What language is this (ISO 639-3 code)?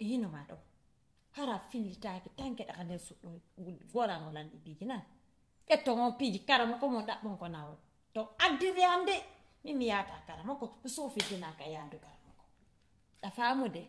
ful